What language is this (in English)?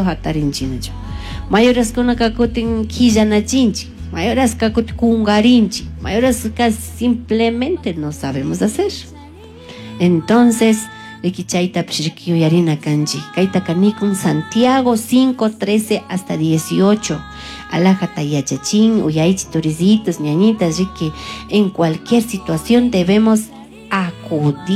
Spanish